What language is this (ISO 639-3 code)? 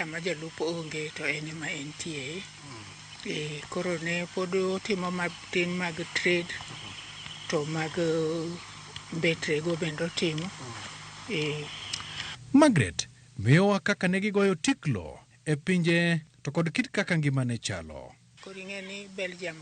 luo